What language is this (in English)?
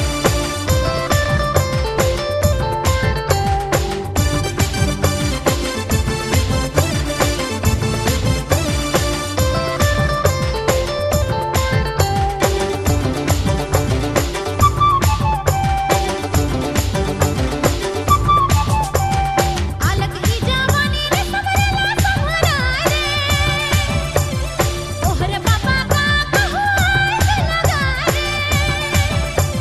Sadri